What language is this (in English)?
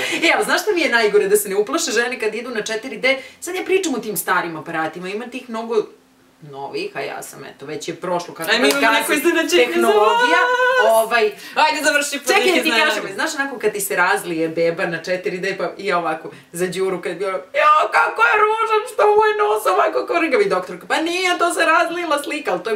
Serbian